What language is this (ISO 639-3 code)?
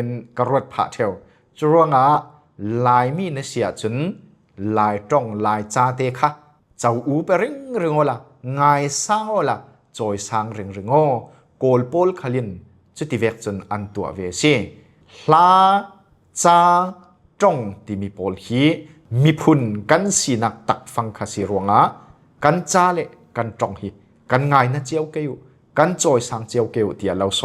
cfm